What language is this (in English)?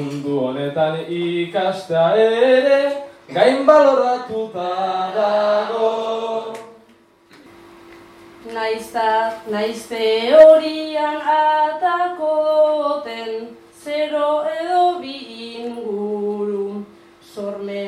Basque